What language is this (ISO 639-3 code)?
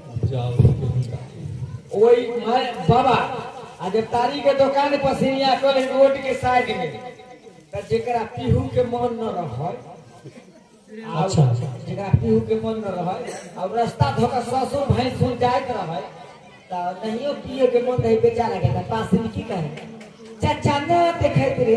bho